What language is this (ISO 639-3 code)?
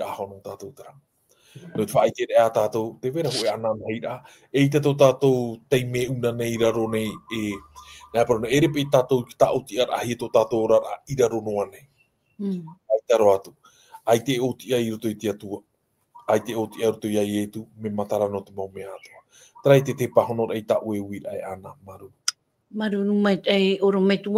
tah